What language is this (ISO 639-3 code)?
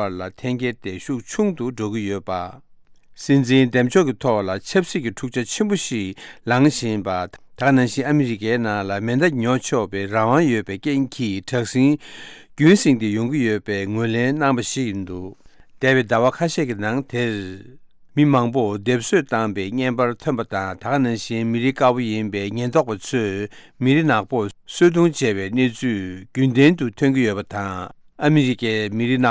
bod